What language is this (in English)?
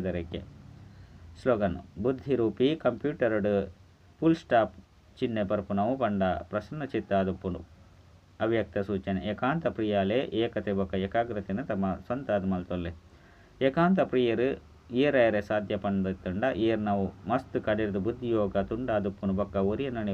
Tulu